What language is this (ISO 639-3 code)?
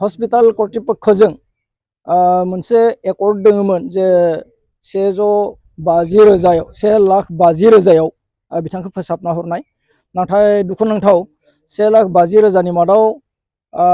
brx